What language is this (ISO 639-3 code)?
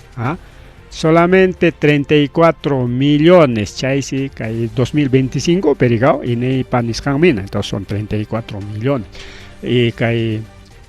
quy